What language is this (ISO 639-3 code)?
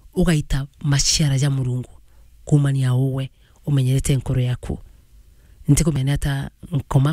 mer